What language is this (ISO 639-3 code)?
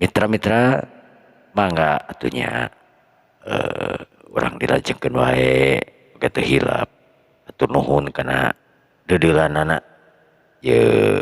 sun